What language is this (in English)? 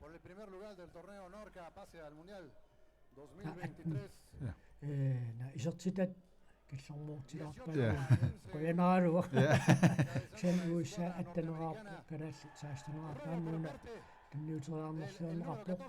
Kalaallisut